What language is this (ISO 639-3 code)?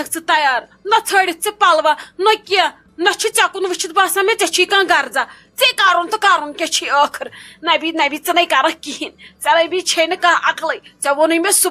kas